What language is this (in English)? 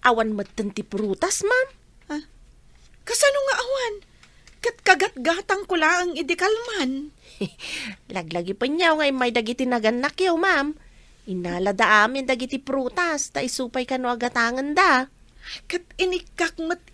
Iloko